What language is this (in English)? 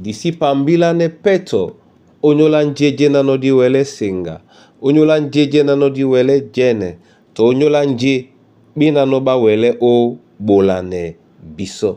Duala